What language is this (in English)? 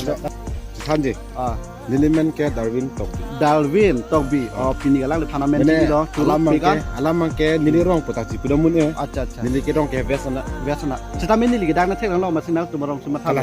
Karbi